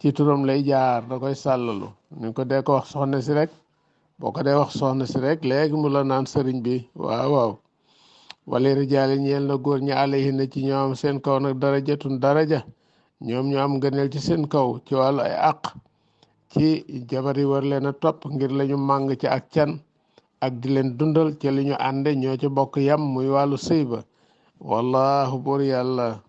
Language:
Wolof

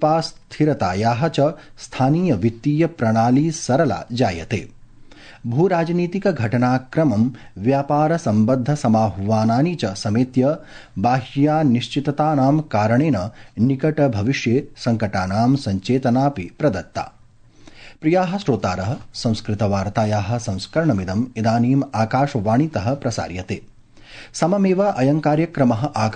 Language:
Sanskrit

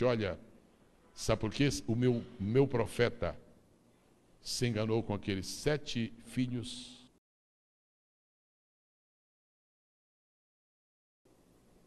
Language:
Portuguese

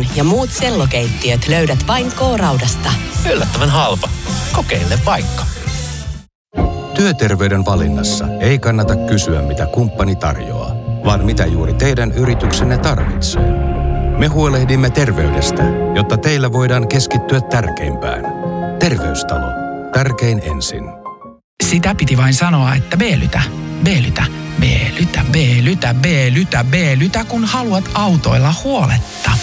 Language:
Finnish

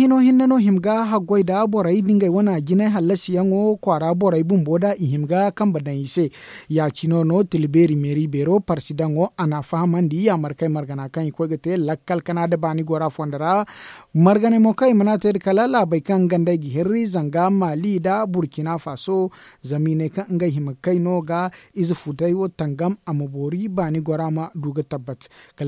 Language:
Zarma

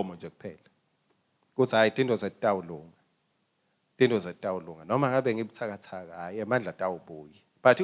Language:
Swati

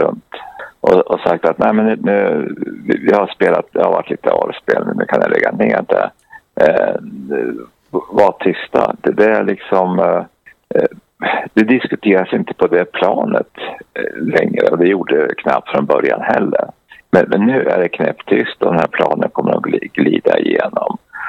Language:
Swedish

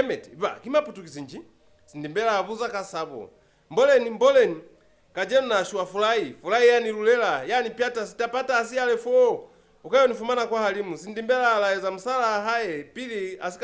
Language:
Lozi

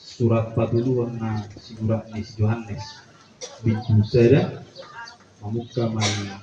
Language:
Batak Toba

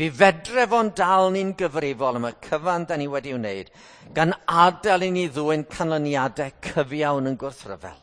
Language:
Welsh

